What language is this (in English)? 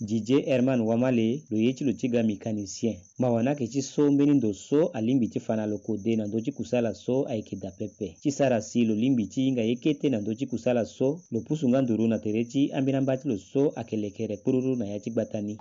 Sango